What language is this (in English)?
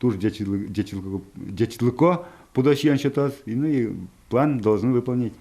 Udmurt